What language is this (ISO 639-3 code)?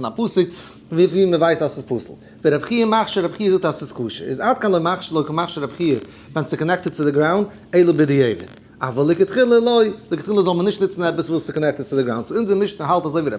yid